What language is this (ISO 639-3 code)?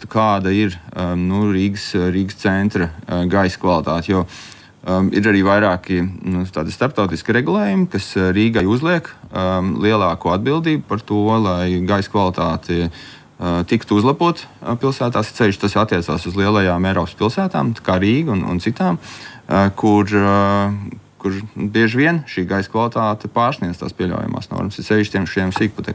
lav